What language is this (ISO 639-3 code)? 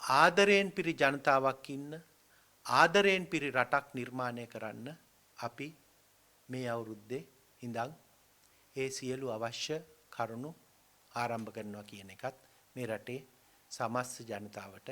sin